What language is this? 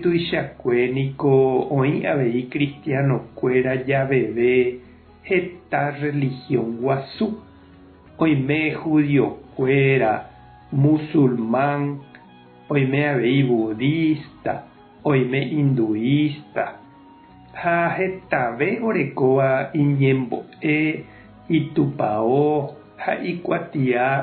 Guarani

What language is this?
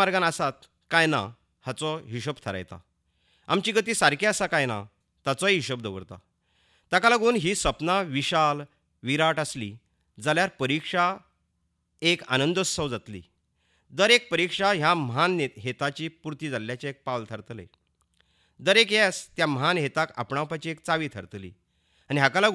Konkani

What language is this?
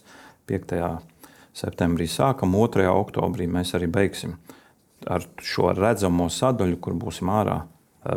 Latvian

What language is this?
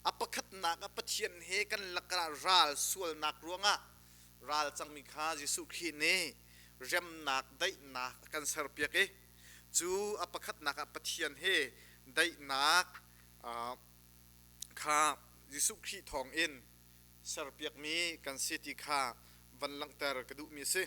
Hakha Chin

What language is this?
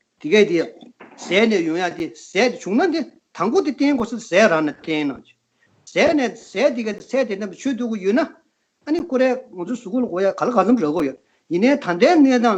Tibetan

